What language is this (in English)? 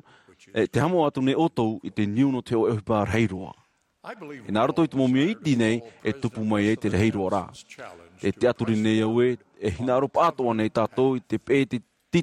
Tahitian